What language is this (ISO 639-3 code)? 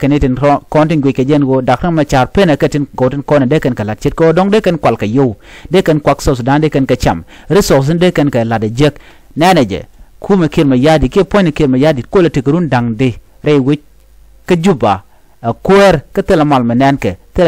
nus